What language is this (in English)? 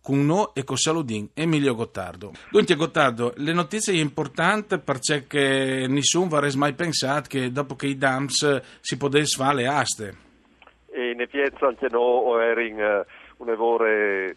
Friulian